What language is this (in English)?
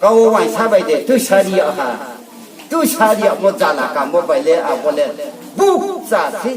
Riang (India)